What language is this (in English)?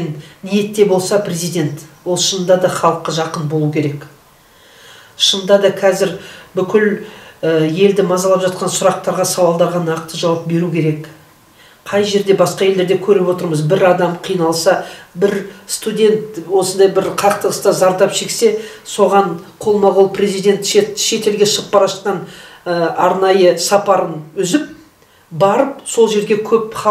Kazakh